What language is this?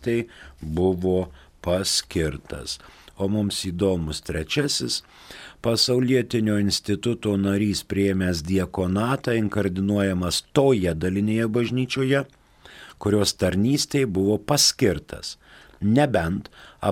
Lithuanian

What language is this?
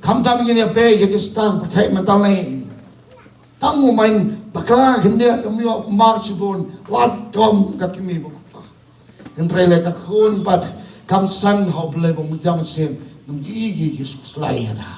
Khasi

